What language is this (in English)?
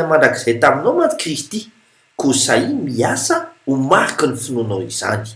Malagasy